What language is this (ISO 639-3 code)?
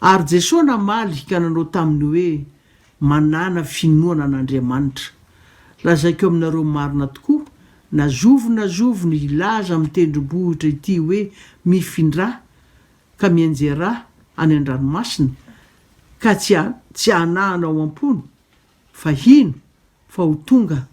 mlg